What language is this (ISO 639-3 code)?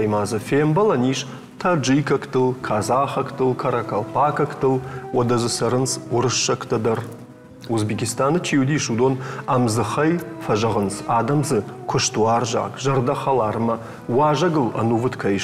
oss